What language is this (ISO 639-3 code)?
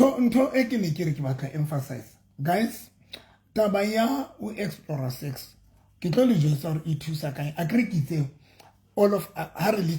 sot